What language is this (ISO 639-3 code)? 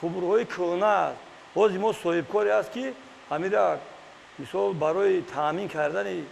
tgk